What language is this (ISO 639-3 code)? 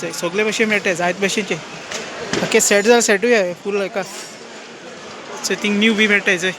kok